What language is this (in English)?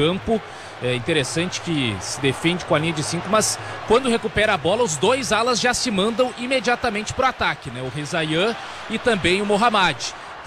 Portuguese